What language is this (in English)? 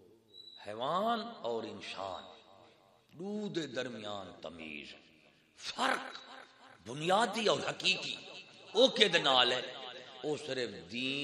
Saraiki